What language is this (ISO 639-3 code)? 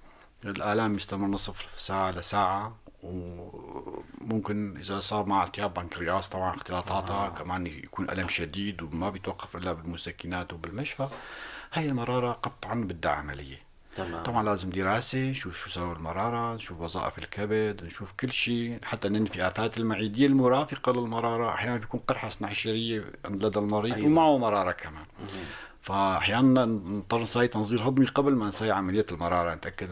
apc